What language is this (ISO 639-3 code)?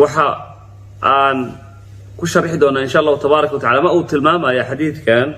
som